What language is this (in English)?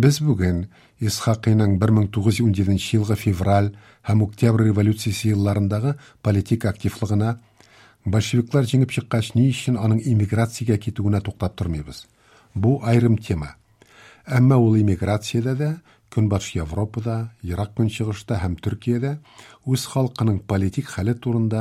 Tatar